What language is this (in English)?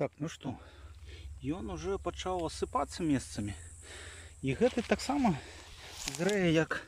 Belarusian